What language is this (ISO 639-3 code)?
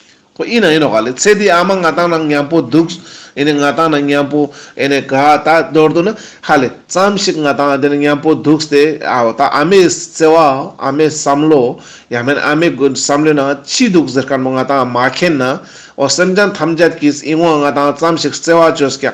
lbj